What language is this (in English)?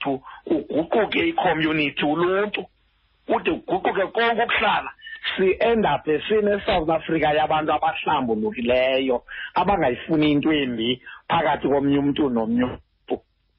Xhosa